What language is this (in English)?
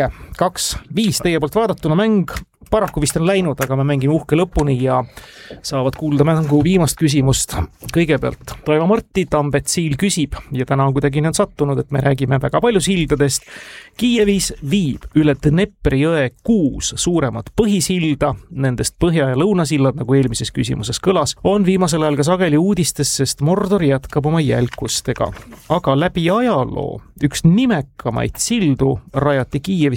Estonian